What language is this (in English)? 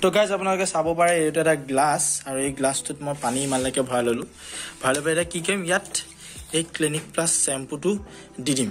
Assamese